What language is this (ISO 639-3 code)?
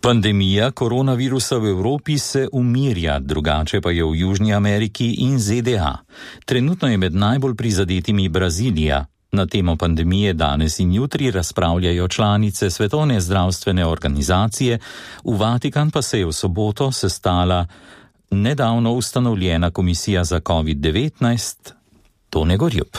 slv